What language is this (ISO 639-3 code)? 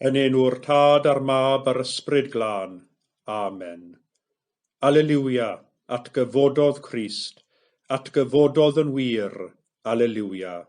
cym